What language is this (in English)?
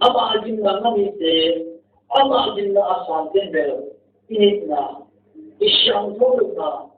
Paite Chin